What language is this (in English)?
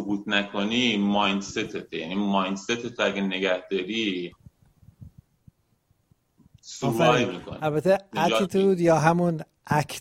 Persian